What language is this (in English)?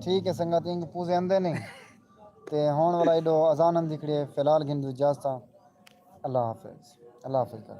Saraiki